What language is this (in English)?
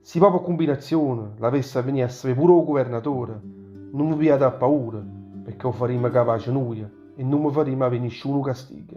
Neapolitan